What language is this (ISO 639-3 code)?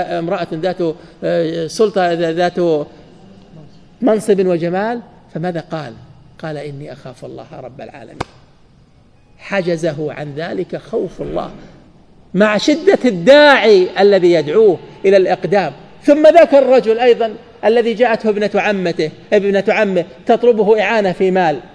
ara